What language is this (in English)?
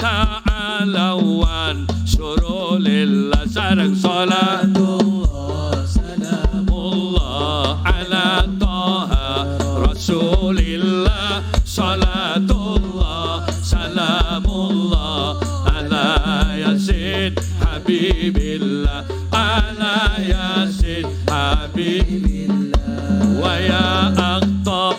Madurese